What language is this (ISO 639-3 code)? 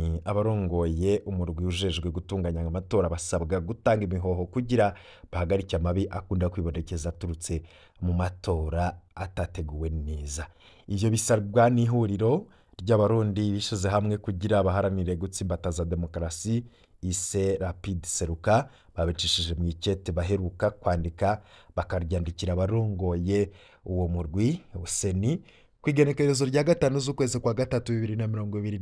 run